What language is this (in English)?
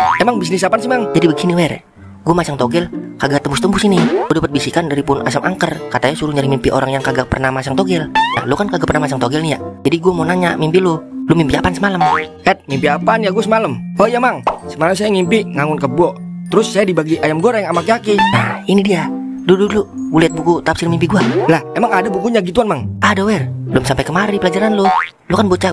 Betawi